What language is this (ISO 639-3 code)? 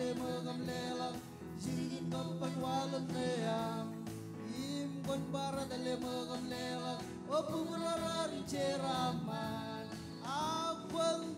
mah